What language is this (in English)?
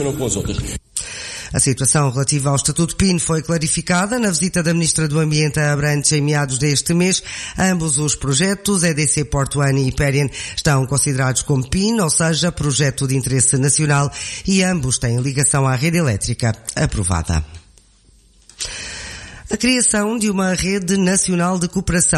Portuguese